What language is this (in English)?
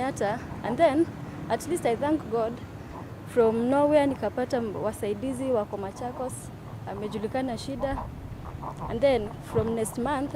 Kamba